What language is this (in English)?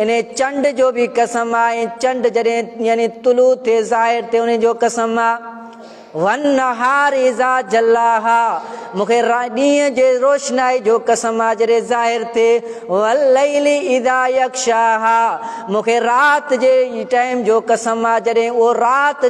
Sindhi